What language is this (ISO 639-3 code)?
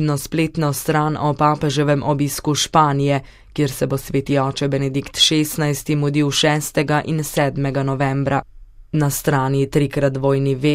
slv